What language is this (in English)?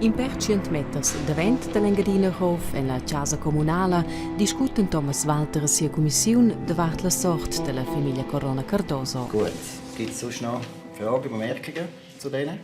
Romansh